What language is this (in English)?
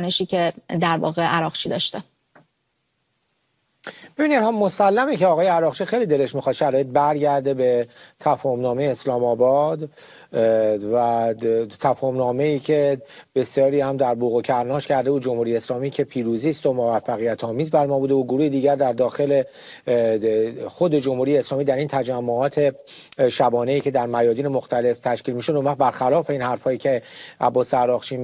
Persian